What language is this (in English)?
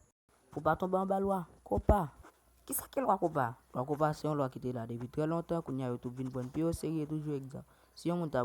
Haitian Creole